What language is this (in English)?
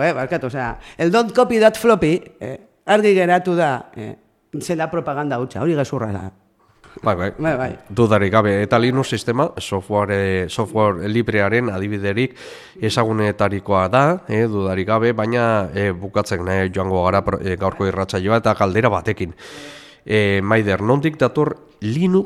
Basque